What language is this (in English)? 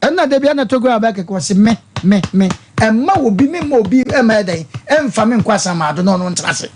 Akan